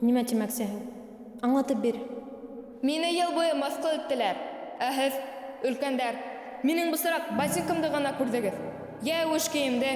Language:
Bashkir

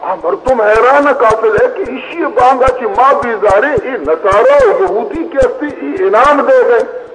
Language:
Baluchi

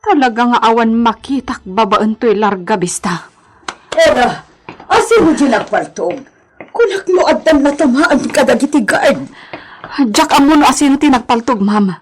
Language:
Iloko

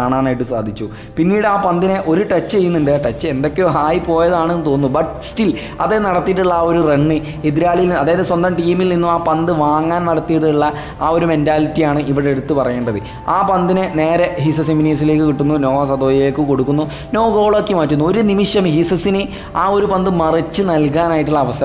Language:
Malayalam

